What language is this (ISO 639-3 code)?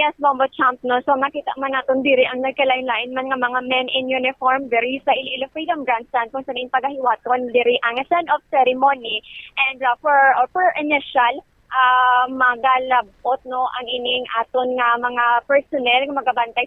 hil